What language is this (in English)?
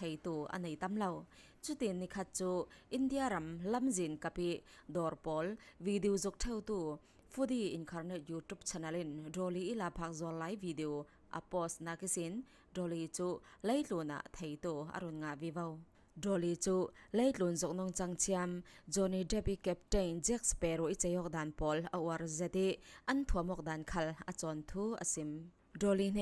Falam Chin